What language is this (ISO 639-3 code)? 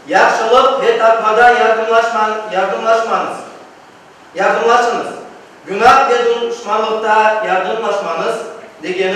crh